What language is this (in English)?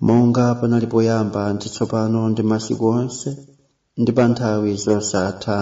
Nyanja